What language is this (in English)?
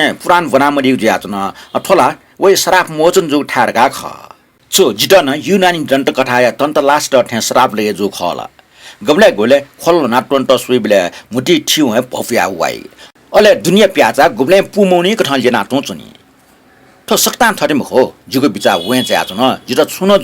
Newari